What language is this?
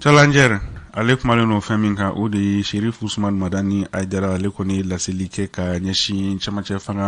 Bambara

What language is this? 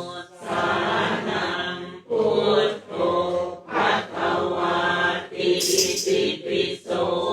Pali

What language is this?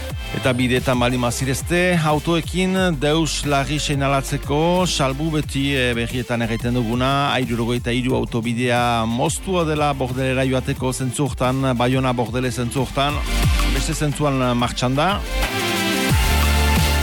Basque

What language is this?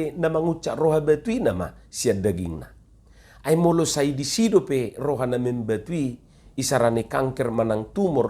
Batak Toba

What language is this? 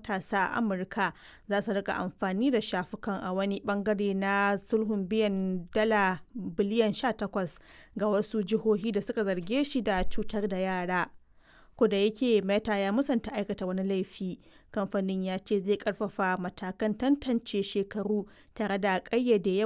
Hausa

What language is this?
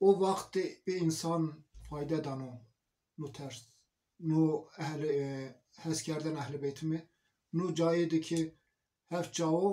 Zaza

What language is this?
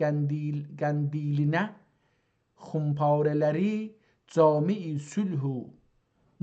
South Azerbaijani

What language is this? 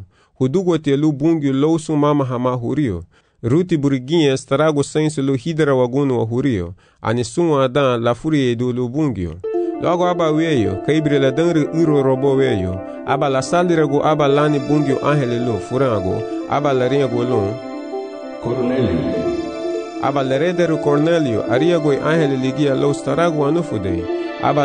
Garifuna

